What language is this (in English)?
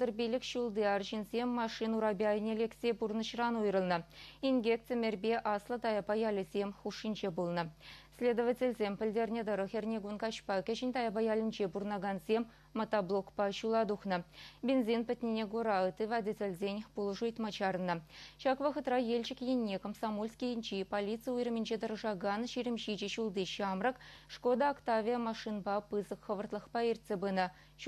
Chuvash